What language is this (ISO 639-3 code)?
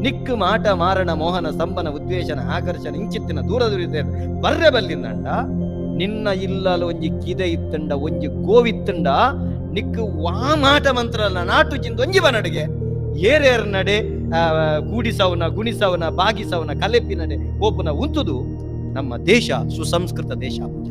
tcy